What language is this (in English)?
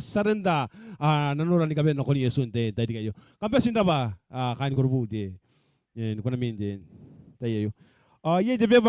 Gilbertese